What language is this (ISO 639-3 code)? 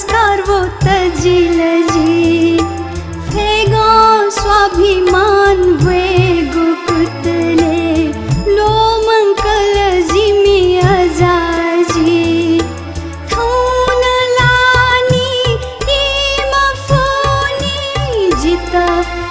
new